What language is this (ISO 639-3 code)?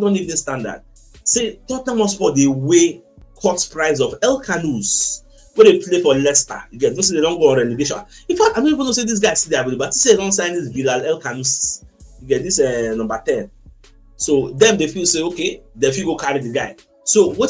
pcm